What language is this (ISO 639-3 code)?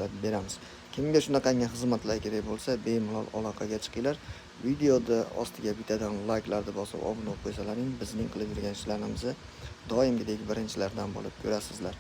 uzb